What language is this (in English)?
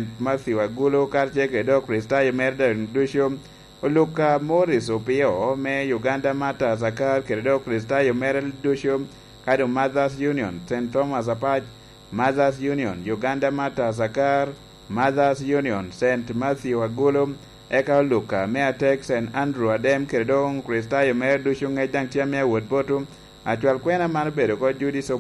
Lango (Uganda)